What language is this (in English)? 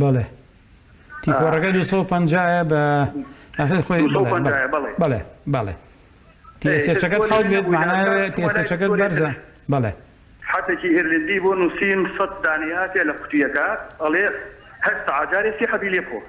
Central Kurdish